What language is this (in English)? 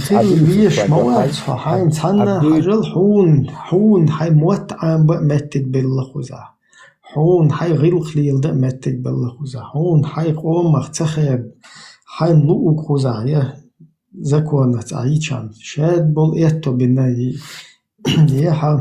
Chechen